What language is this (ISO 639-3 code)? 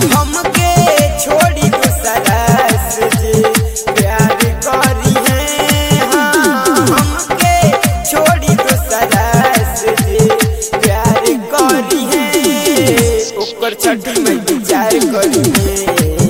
bho